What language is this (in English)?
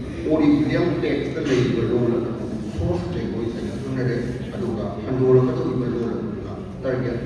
Manipuri